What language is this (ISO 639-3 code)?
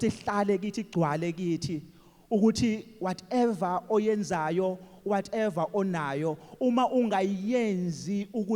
zul